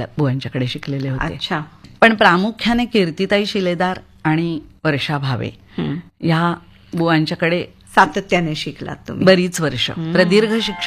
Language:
Marathi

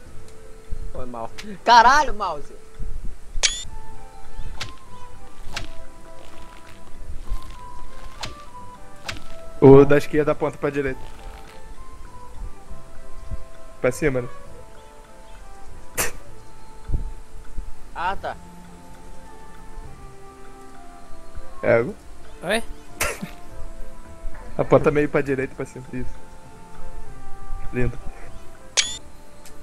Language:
Portuguese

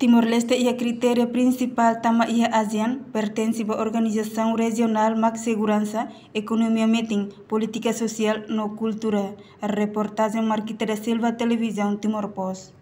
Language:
Tetum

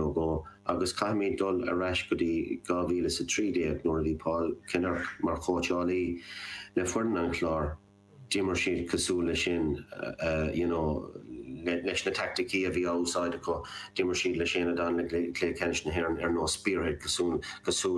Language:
Irish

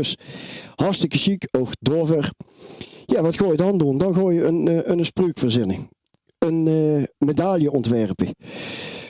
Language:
Limburgish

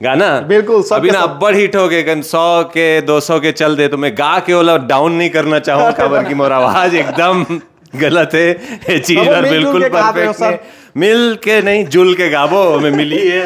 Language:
Chhattisgarhi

